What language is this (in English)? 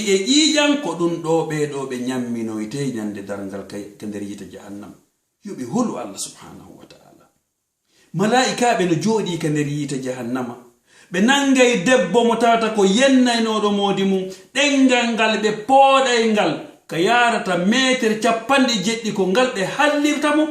Fula